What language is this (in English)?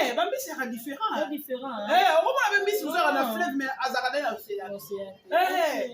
Lingala